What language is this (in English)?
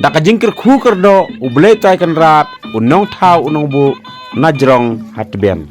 Khasi